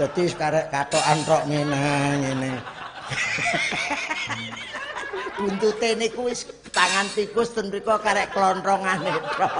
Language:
Javanese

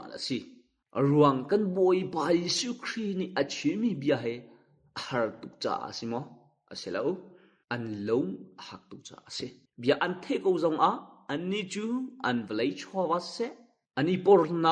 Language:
Hakha Chin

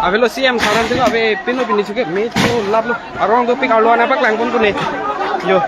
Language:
Karbi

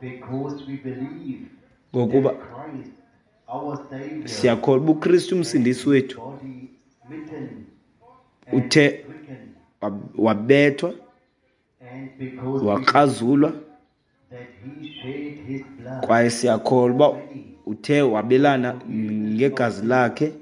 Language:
Xhosa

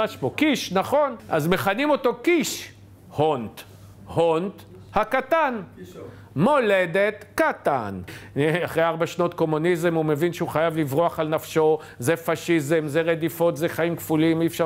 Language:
Hebrew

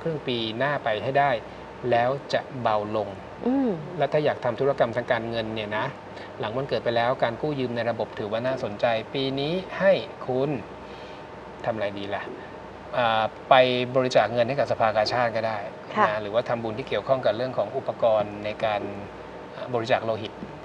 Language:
Thai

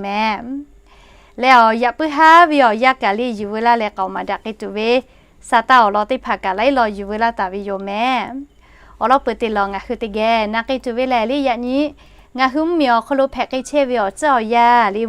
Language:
Lahu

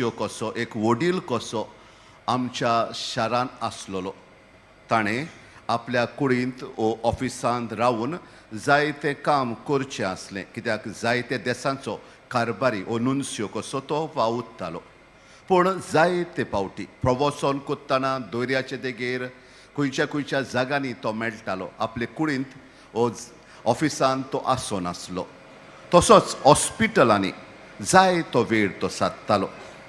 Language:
Konkani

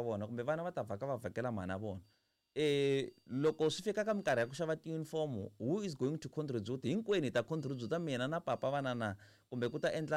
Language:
Tsonga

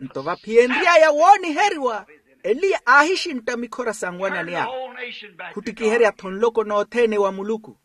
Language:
Makhuwa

